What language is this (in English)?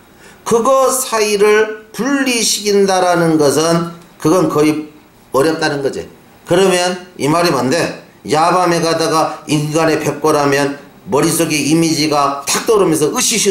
Korean